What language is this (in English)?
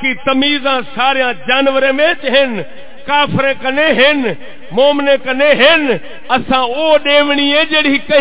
Saraiki